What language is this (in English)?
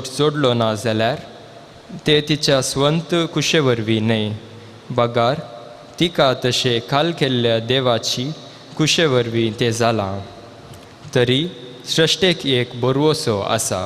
Konkani